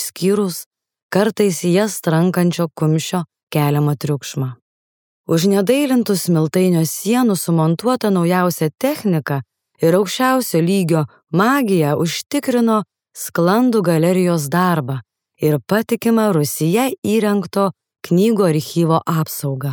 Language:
Lithuanian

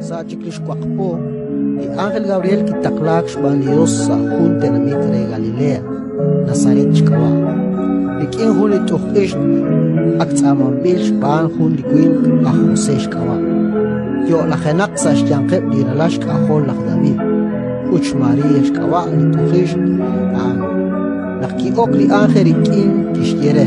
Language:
Kekchí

